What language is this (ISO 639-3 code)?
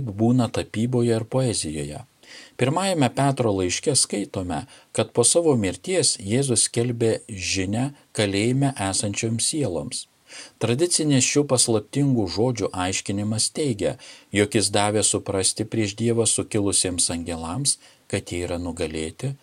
lit